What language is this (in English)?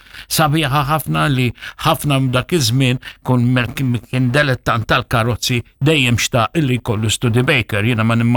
Maltese